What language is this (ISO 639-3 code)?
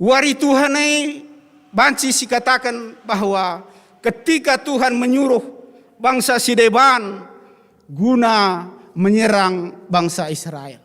btx